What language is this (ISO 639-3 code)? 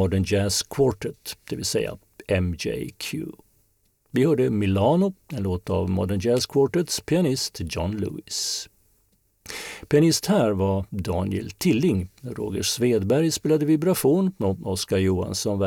swe